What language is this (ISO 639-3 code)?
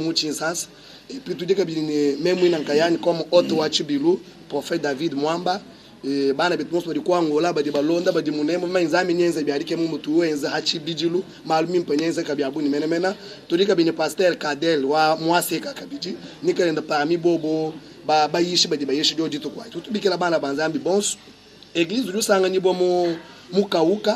lua